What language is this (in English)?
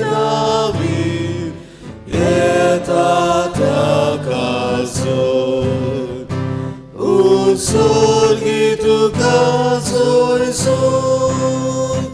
Konkani